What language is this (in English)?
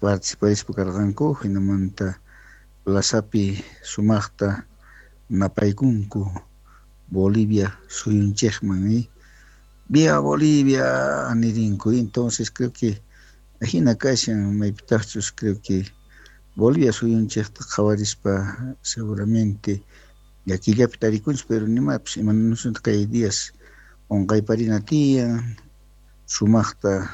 Quechua